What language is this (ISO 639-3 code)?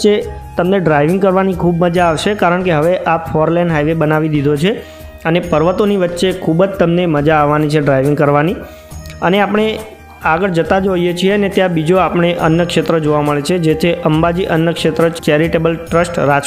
guj